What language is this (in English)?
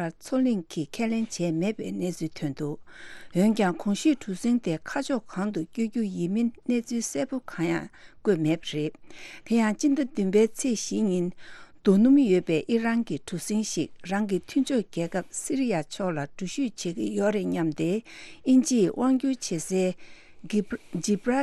Tibetan